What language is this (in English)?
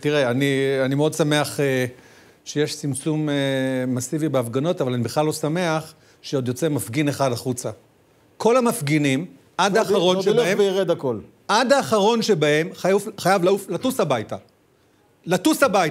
Hebrew